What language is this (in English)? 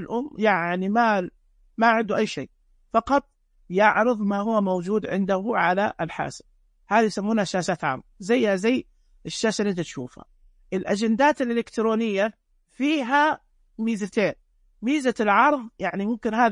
Najdi Arabic